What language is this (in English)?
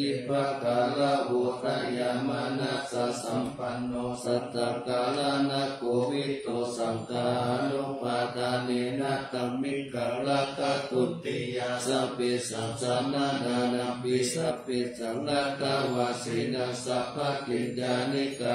Pali